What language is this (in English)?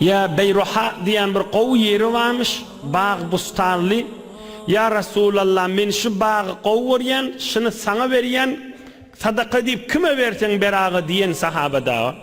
Turkmen